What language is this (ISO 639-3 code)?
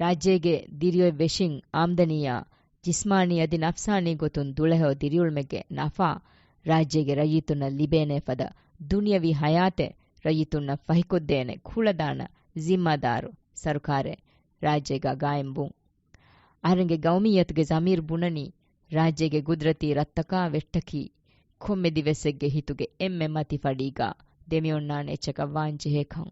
div